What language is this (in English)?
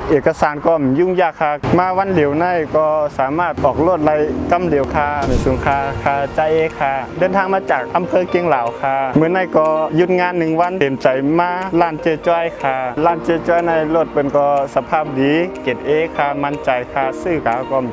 Shan